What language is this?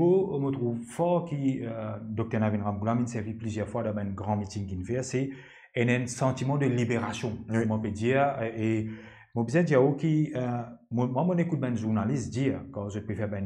Morisyen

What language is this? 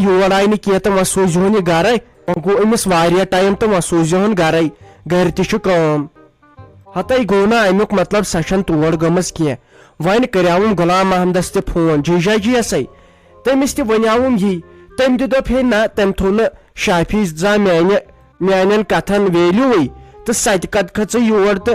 Kashmiri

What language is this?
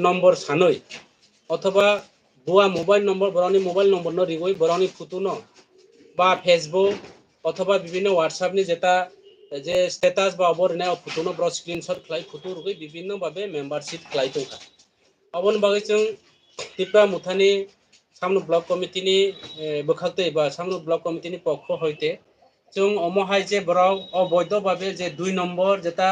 Kok Borok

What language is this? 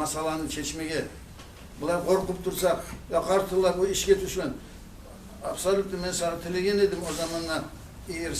Kumyk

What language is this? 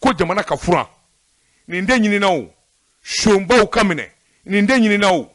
Bambara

